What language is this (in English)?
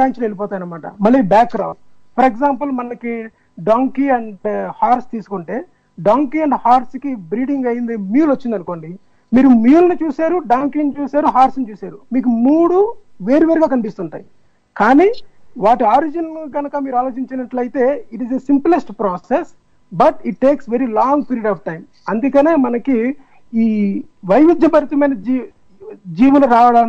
Telugu